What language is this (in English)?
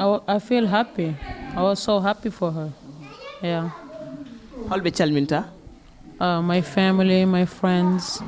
Fula